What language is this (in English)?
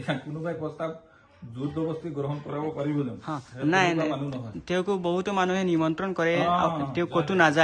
Assamese